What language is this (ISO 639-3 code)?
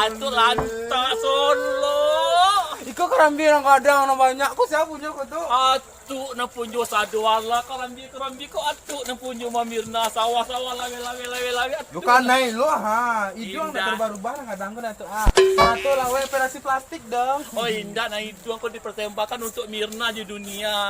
min